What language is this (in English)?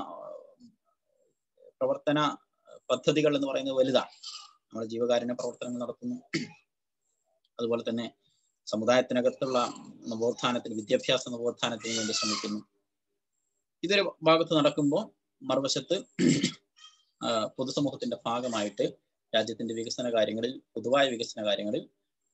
Malayalam